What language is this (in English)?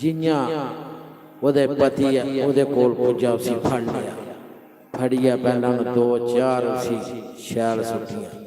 Dogri